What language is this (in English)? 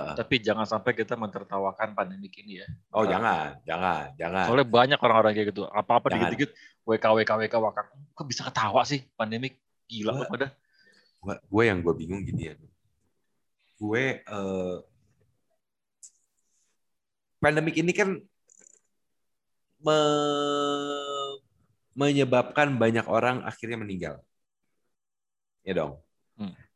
Indonesian